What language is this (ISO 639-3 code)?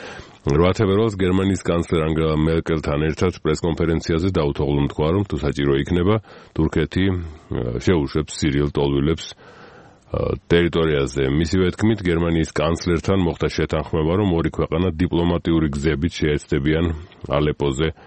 kat